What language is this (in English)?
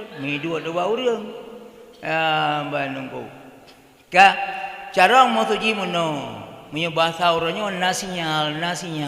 Achinese